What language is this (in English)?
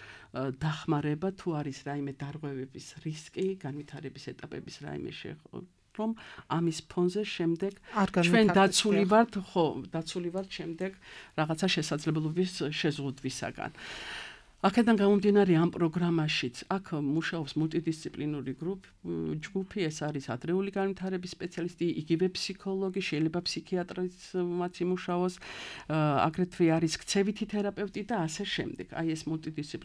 Georgian